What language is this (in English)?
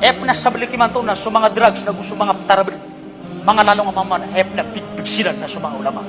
Maranao